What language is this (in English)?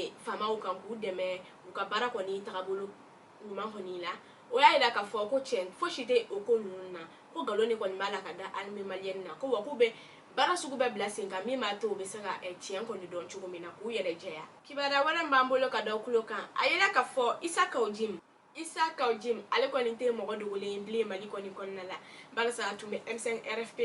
Bambara